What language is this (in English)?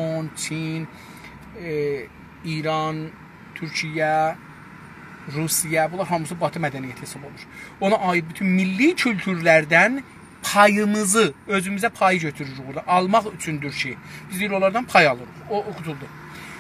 South Azerbaijani